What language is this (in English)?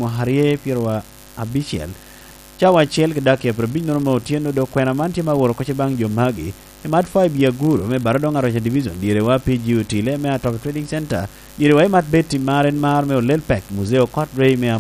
Lango (Uganda)